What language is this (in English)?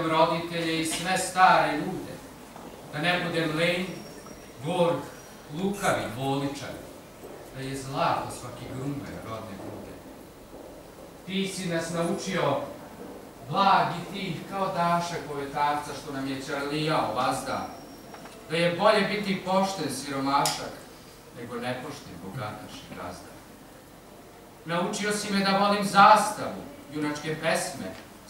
Serbian